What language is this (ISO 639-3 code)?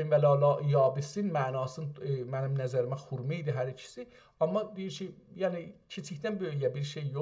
azb